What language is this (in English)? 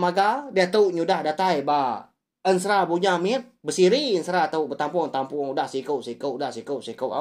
Iban